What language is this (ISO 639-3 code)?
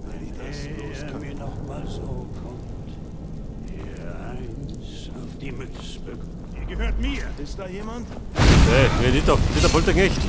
bar